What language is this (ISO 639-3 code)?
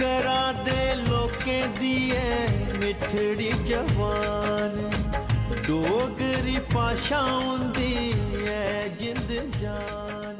doi